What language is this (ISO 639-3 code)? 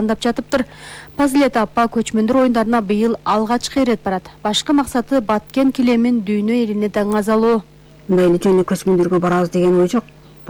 kir